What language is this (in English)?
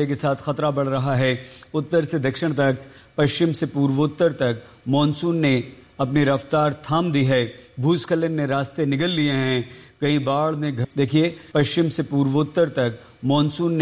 Hindi